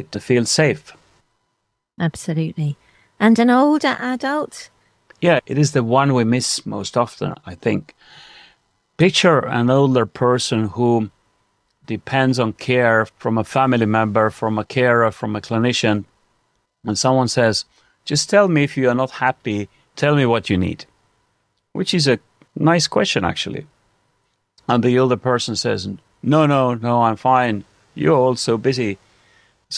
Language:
English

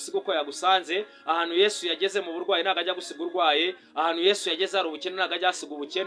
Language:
Kinyarwanda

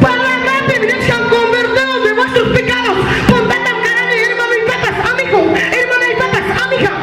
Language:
Ayacucho Quechua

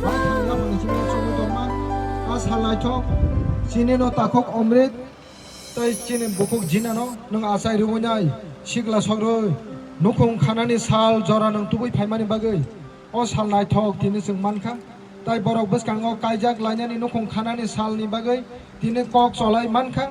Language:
Kok Borok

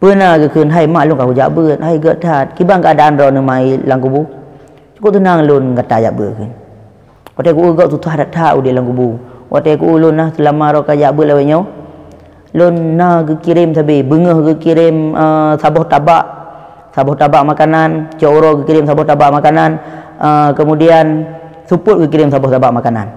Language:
Achinese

